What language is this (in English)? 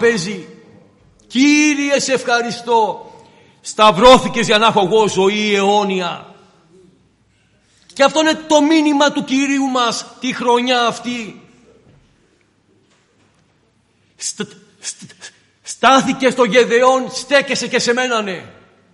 Greek